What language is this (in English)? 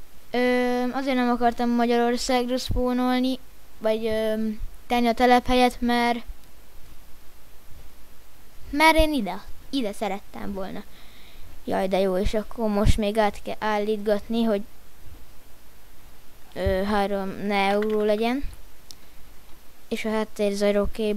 Hungarian